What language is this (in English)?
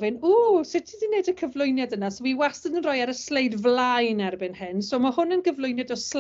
Welsh